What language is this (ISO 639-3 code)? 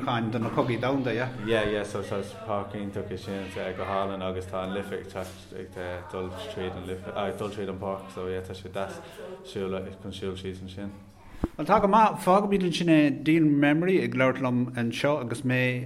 gle